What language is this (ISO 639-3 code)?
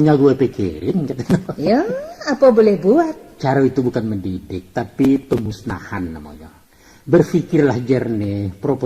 min